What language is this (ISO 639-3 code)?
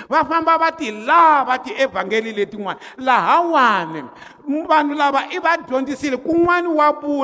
tso